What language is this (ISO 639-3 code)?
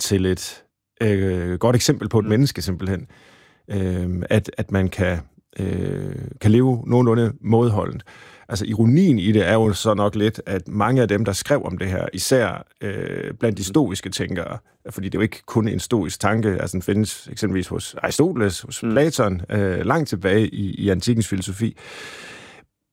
dan